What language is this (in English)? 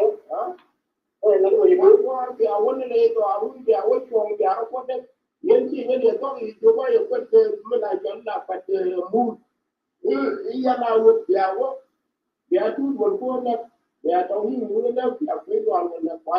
Nuer